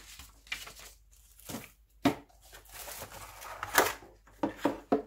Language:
Slovak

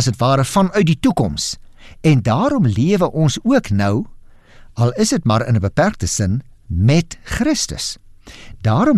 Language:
Afrikaans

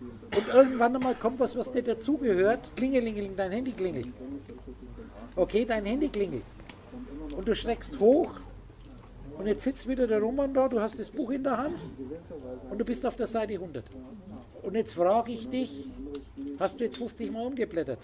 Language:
German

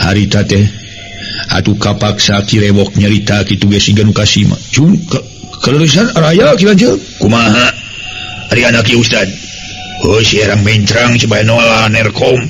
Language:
Sundanese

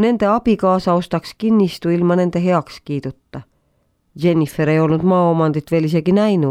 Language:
Estonian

